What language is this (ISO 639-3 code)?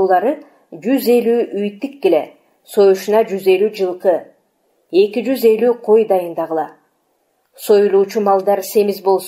kir